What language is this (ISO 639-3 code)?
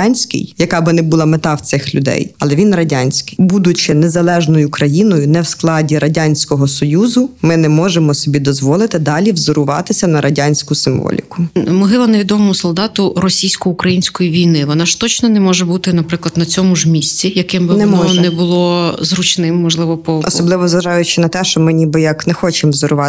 ukr